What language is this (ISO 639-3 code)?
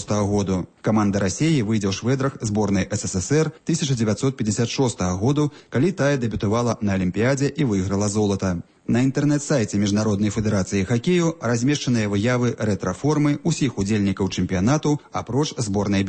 bel